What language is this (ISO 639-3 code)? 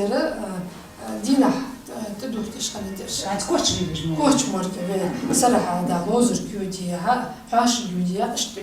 inh